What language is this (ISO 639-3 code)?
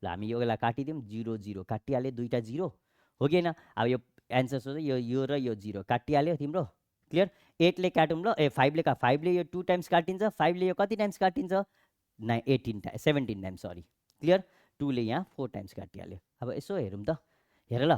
nep